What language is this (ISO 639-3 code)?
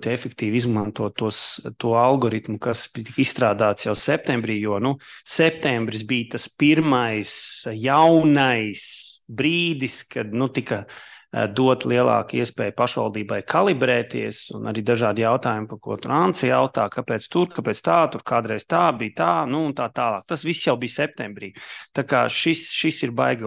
lav